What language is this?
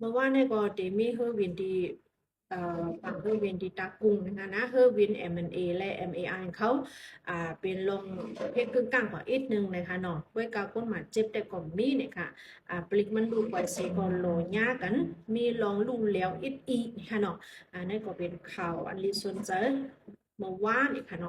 Shan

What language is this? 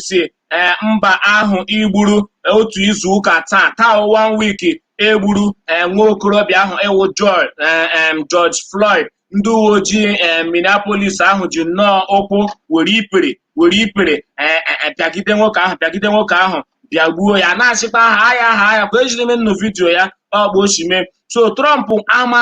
Igbo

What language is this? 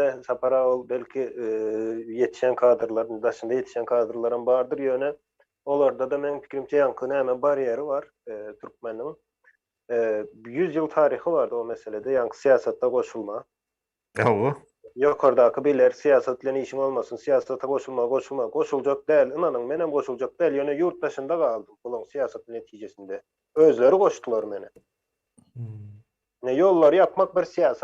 Turkmen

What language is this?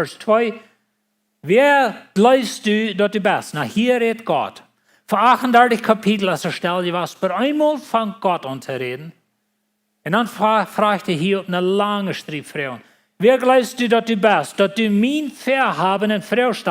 Plautdietsch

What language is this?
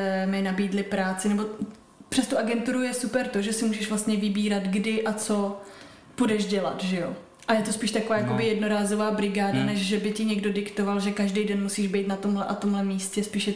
Czech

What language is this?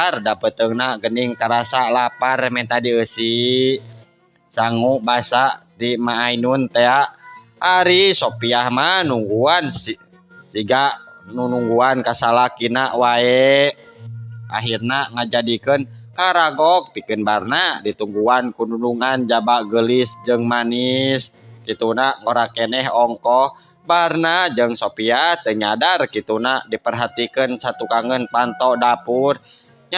Sundanese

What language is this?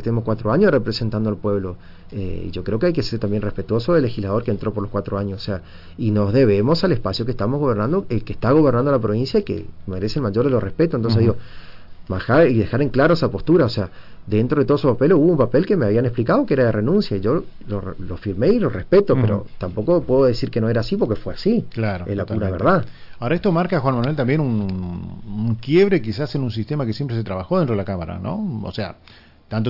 Spanish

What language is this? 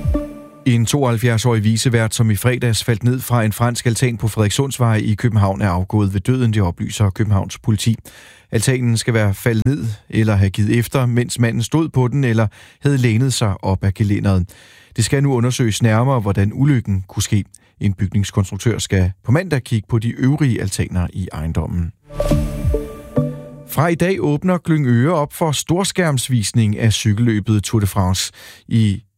Danish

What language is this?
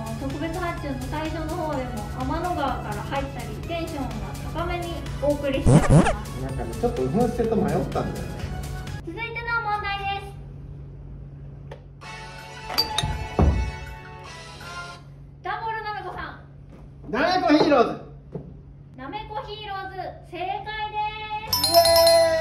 Japanese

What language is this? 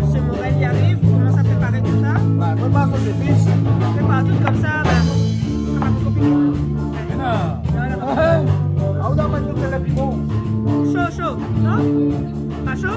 Réunion Creole French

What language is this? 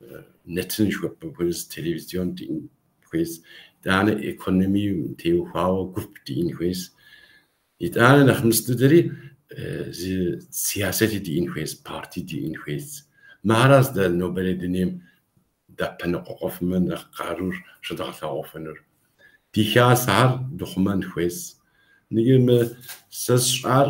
Kabardian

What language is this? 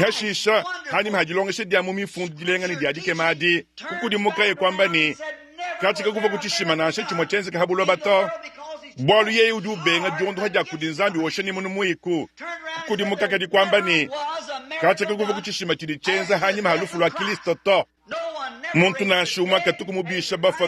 Luba-Lulua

